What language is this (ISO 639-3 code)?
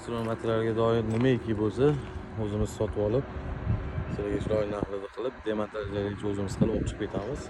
uzb